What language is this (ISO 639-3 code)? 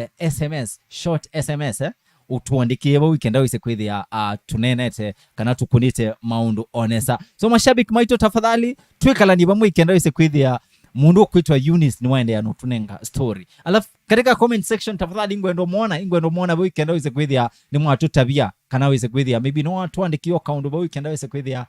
kam